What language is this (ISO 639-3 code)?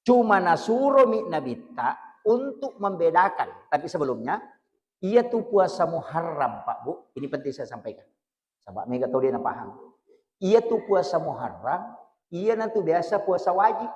bug